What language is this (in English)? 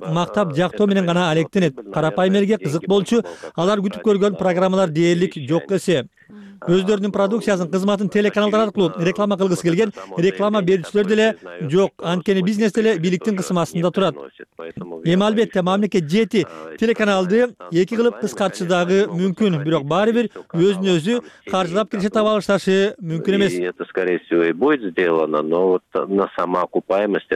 Kyrgyz